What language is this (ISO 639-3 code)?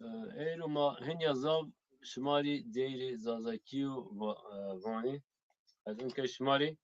zza